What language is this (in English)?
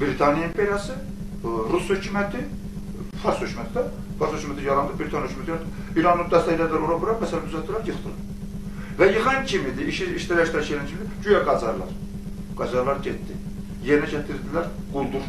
Azerbaijani